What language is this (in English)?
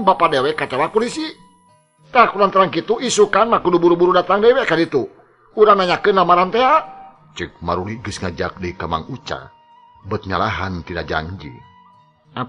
Sundanese